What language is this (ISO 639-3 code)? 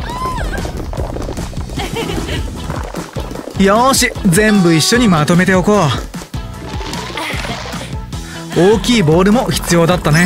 jpn